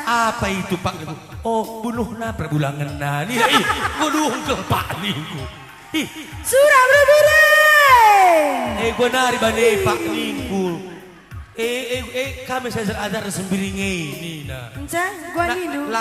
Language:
Batak Karo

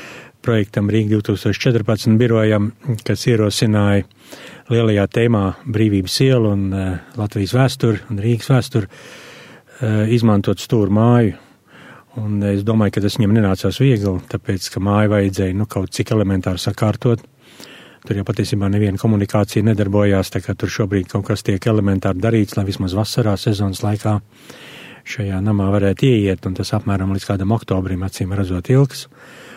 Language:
Latvian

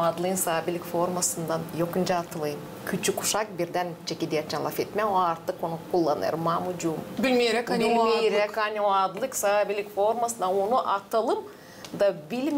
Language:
Gagauz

